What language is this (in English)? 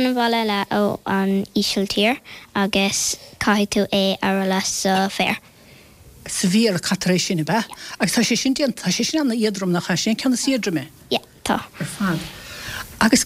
Irish